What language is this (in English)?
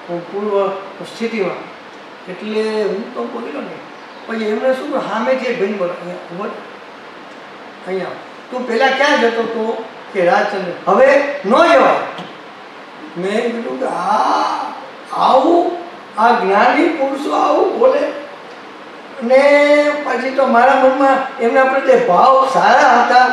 Gujarati